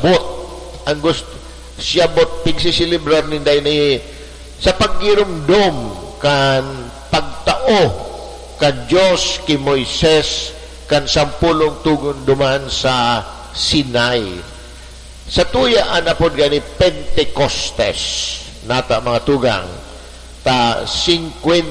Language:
Bikol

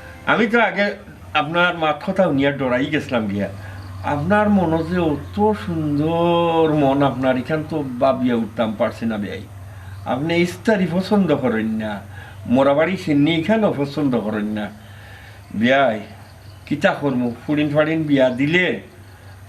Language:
Sylheti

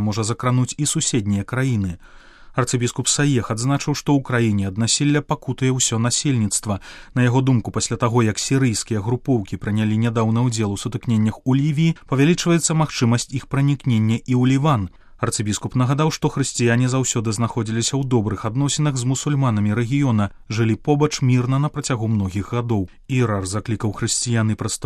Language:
Belarusian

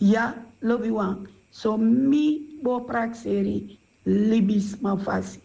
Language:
Sranan Tongo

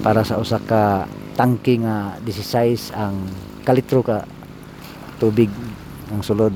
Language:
Cebuano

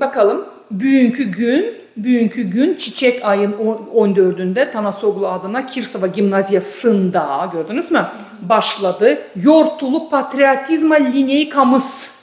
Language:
Gagauz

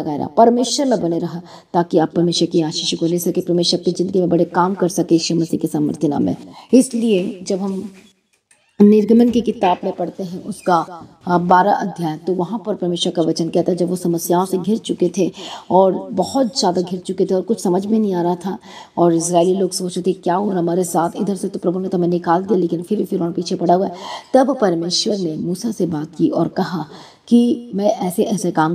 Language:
Hindi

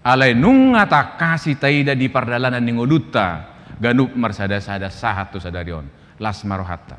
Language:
Batak Toba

